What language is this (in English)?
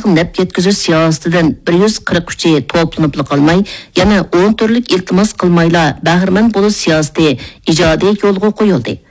Uyghur